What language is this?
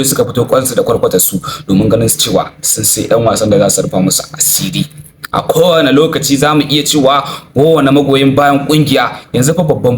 Hausa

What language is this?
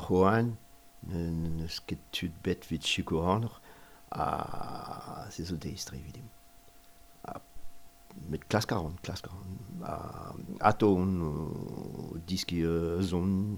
Breton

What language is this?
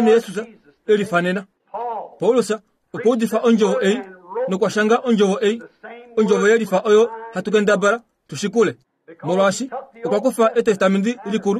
Kuanyama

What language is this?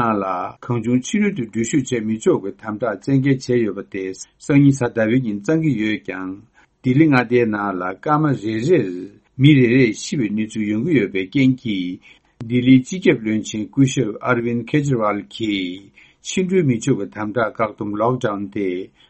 Tibetan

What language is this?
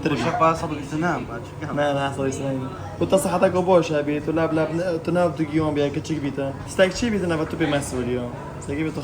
Kurdish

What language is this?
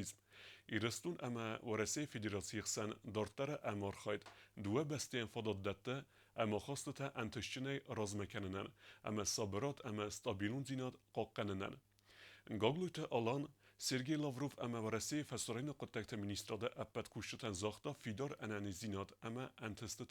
Ossetic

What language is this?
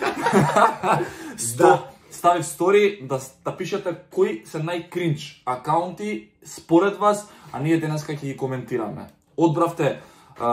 Macedonian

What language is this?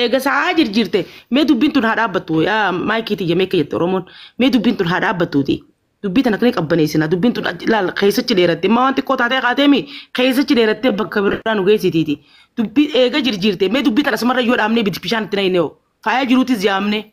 Oromo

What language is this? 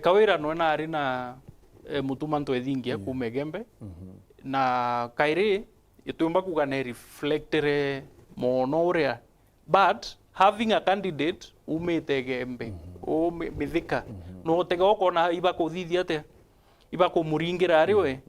Meru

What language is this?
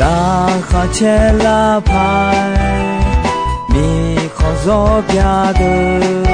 Akha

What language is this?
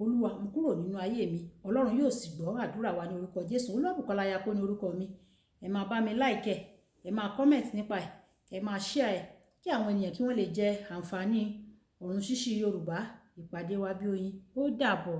Yoruba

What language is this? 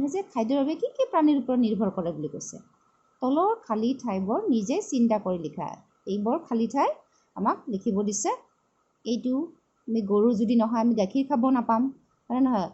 Assamese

